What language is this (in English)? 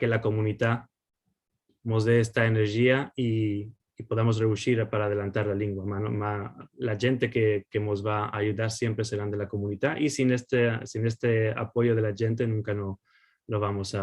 Ladino